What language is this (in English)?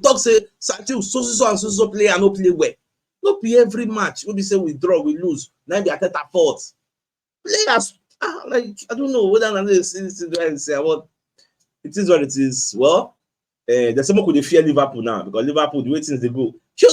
Nigerian Pidgin